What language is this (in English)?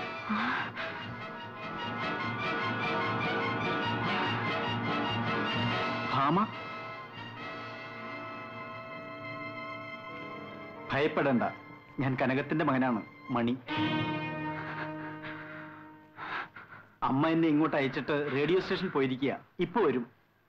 Malayalam